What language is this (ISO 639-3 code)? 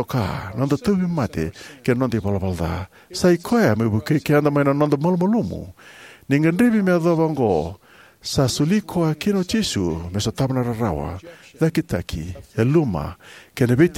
fij